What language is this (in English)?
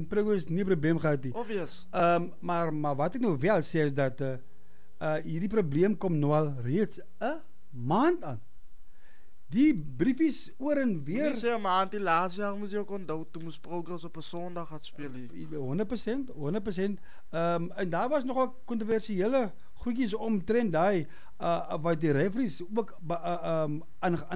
Afrikaans